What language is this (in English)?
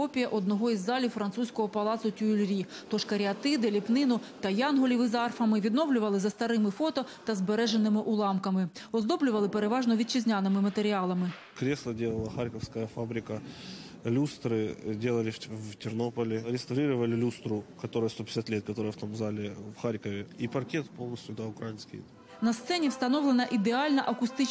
Ukrainian